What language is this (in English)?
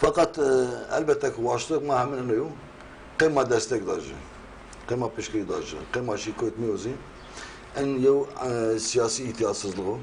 Zaza